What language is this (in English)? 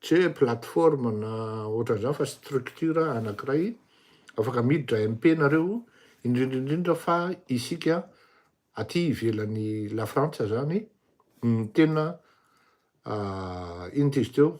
Malagasy